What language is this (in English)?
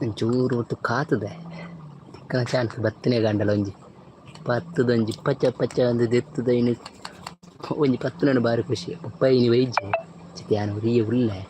Tulu